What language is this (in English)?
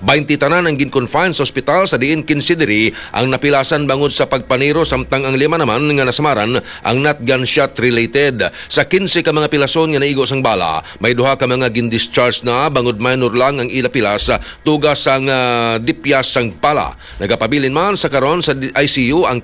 Hiligaynon